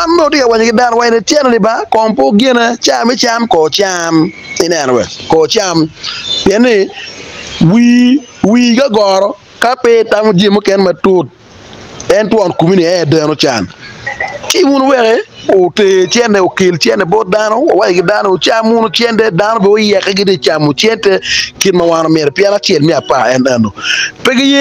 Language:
Acoli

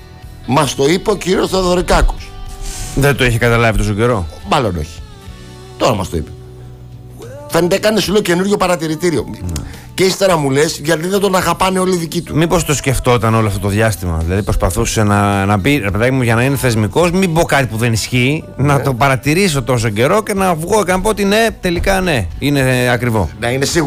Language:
Greek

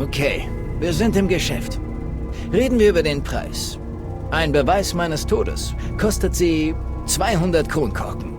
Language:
Bavarian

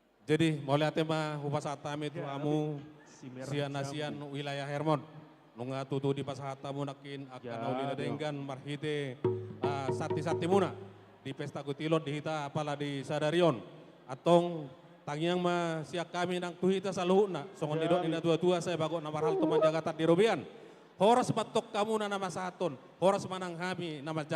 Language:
Batak Toba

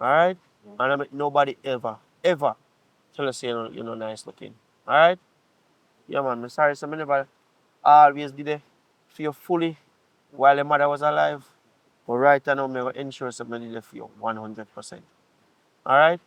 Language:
Jamaican Creole English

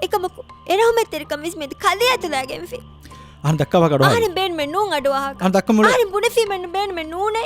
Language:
Divehi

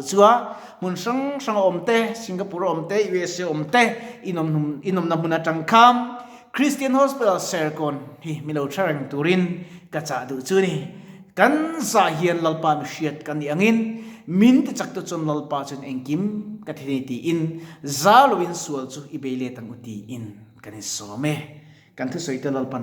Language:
Mizo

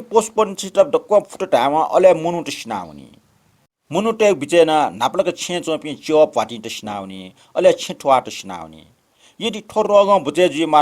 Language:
Newari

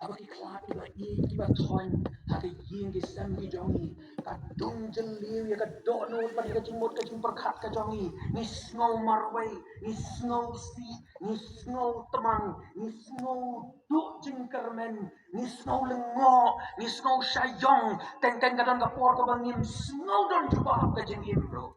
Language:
Khasi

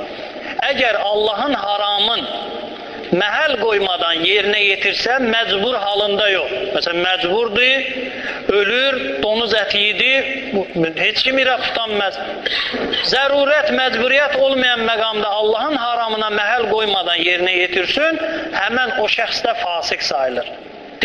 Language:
Azerbaijani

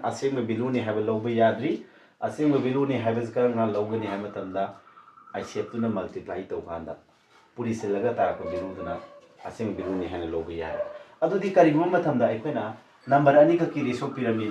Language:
Manipuri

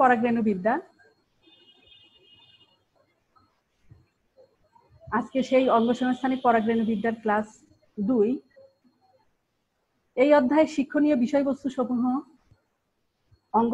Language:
Bangla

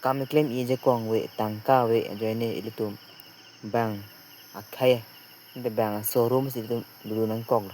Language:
Karbi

